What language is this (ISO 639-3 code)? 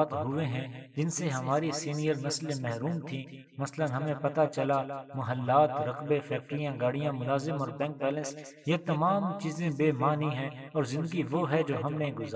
urd